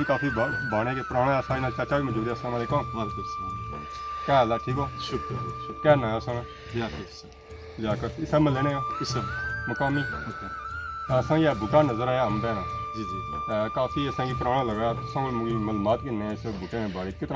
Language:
Pahari-Potwari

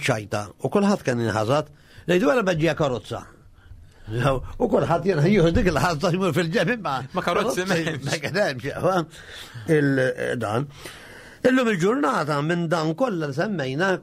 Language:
Maltese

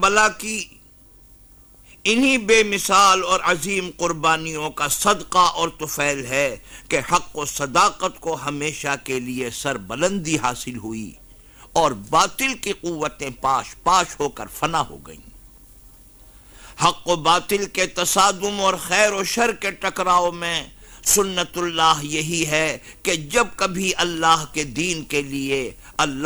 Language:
Urdu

